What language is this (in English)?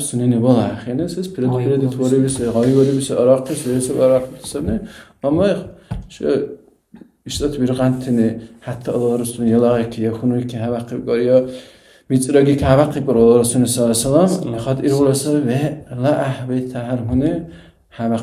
Dargwa